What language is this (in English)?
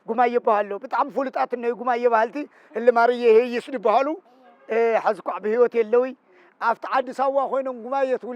Tigrinya